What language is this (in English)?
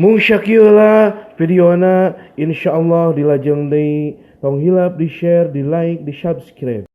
Sundanese